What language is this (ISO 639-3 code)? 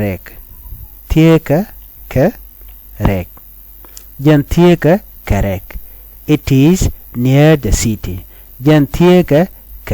nus